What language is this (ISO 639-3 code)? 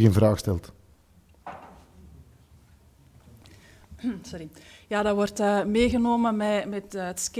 nld